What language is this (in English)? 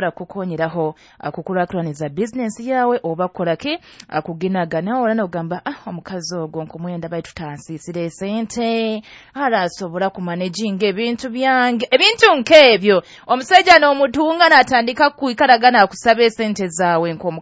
Nyoro